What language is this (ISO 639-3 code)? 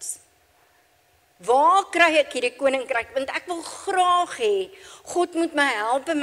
afr